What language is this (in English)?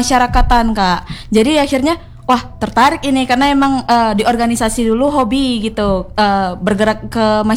Indonesian